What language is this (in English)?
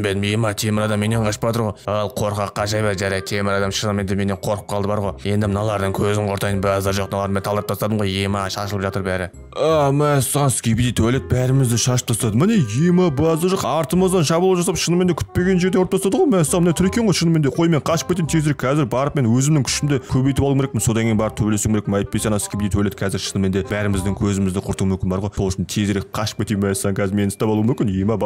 Kazakh